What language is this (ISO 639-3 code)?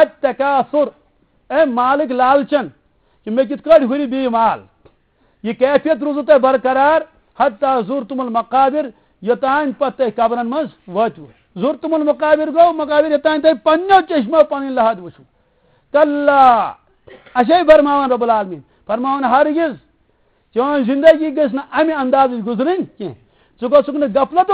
kas